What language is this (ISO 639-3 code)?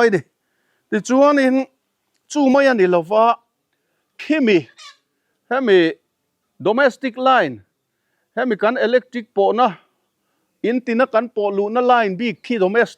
lus